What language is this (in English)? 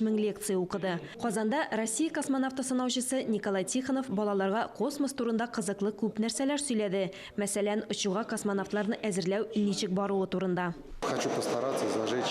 Tatar